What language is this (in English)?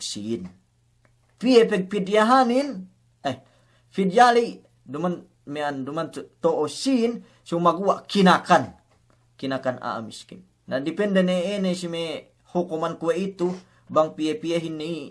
Yakan